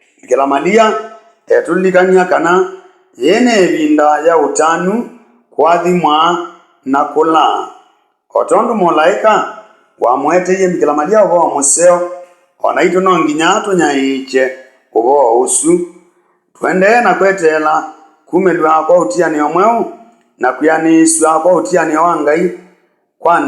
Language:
Kamba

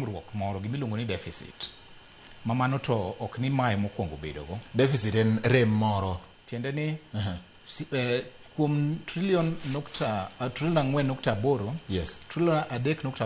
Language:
Luo (Kenya and Tanzania)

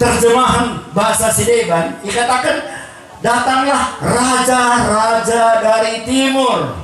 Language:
Batak Karo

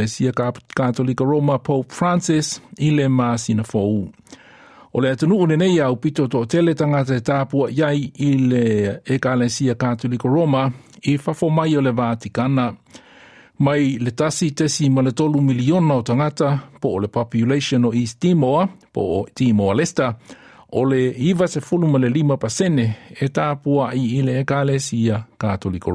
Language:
Samoan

